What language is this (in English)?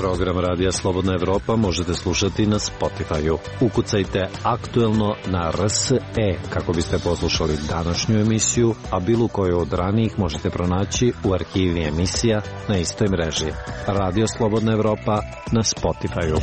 Serbian